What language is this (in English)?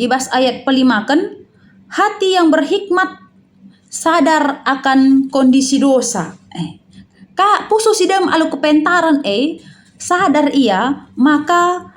Batak Karo